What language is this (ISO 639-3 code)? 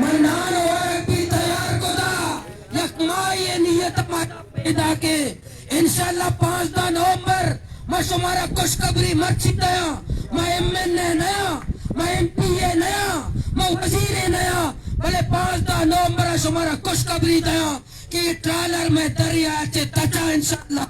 bal